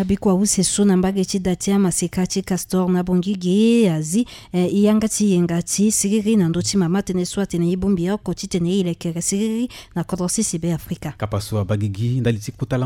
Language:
Sango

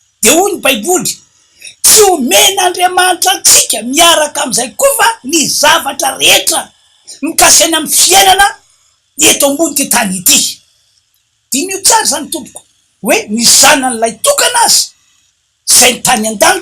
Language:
Malagasy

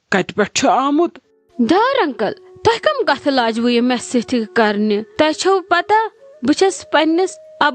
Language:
Kashmiri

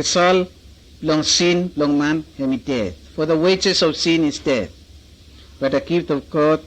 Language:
Bislama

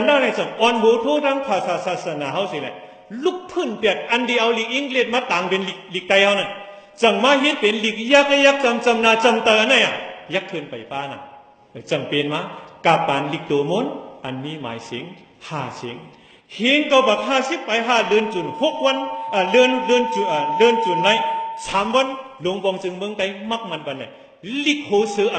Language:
Shan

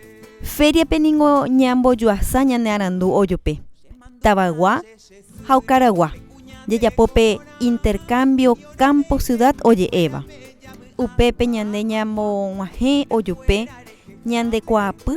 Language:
Guarani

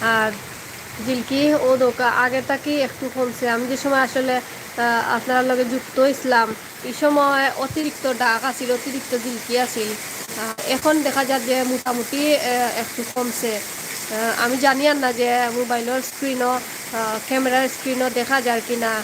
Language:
Sylheti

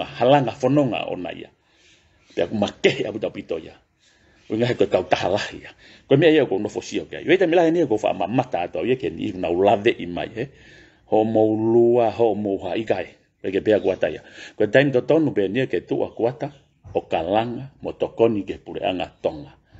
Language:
Tongan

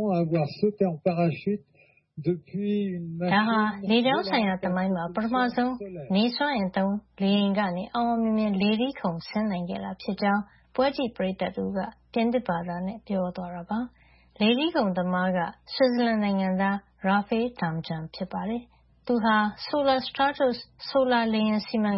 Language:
Burmese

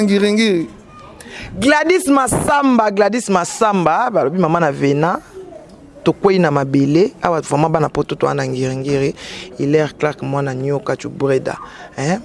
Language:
Lingala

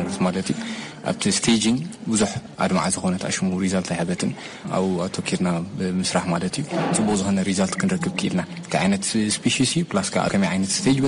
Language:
Tigrinya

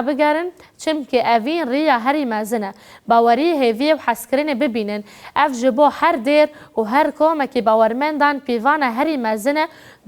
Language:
Kurdish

